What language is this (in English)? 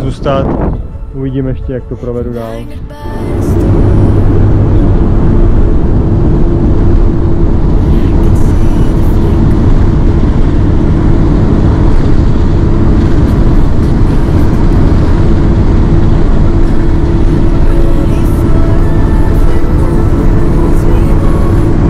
Czech